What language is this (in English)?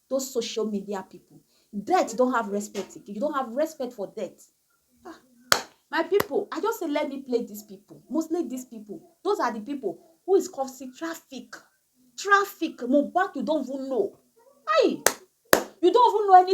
Nigerian Pidgin